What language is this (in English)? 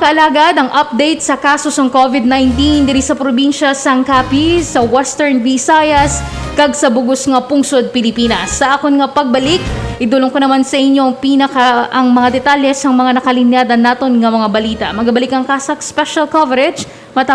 Hiligaynon